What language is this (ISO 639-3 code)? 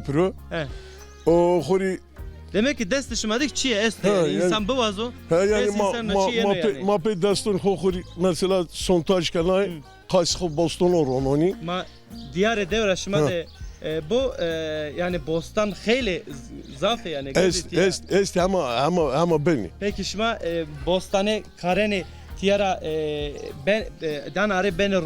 zza